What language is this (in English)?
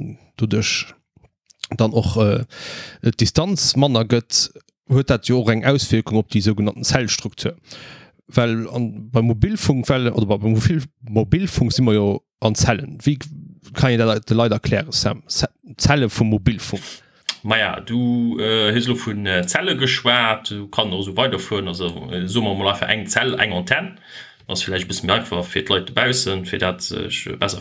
Luxembourgish